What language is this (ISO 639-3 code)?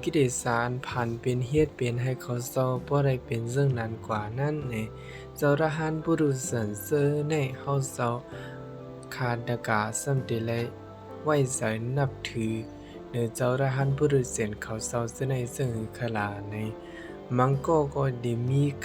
shn